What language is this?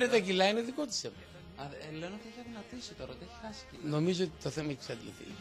Greek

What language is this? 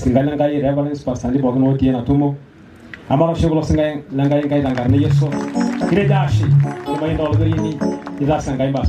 Masai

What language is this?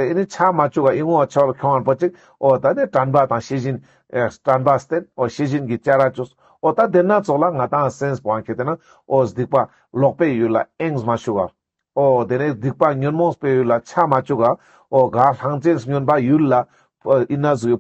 Ladakhi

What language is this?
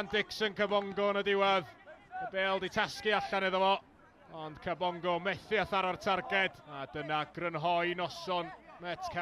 Welsh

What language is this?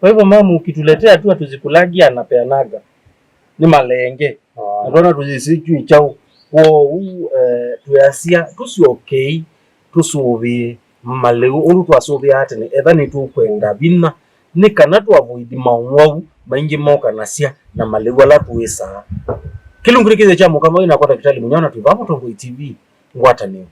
Kamba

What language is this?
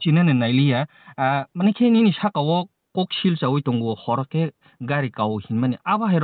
Kok Borok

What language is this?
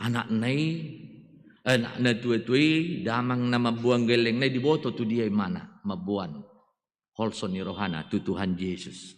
Batak Toba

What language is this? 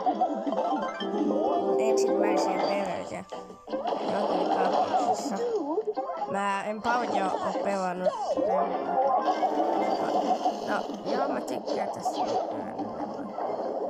Finnish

